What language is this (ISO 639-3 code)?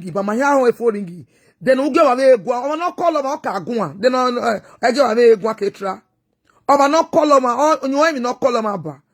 pcm